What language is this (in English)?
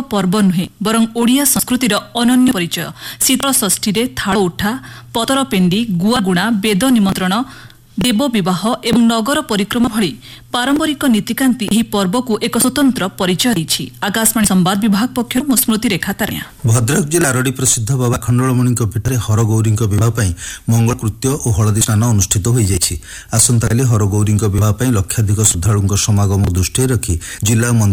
Odia